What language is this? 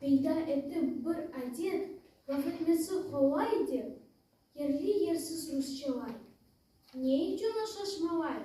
Crimean Tatar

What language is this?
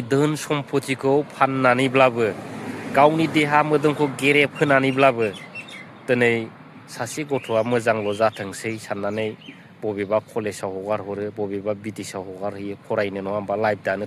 Bodo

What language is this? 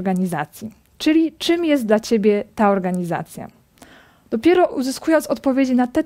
Polish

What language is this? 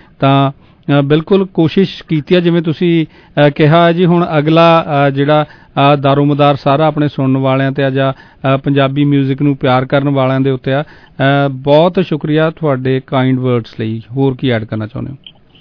Punjabi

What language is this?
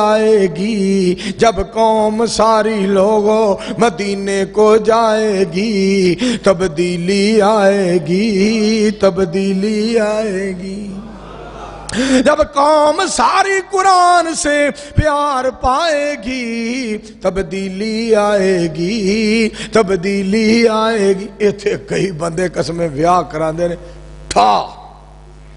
Urdu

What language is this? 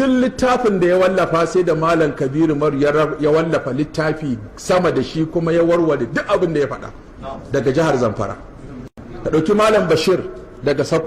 Hausa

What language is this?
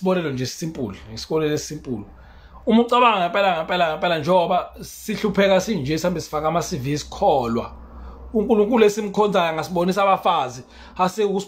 Zulu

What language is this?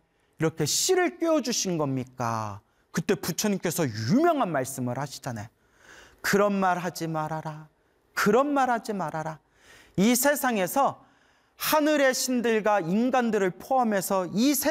Korean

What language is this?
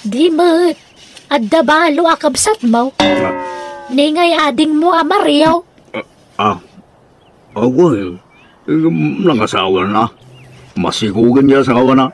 Iloko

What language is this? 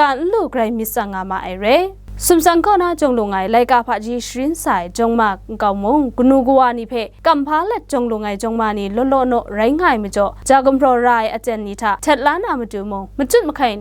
Kachin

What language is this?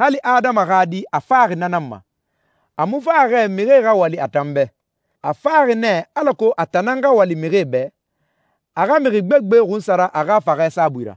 Susu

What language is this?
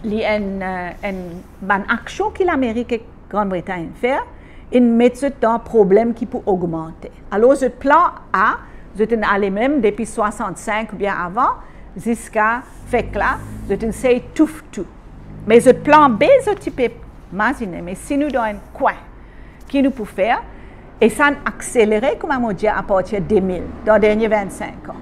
Morisyen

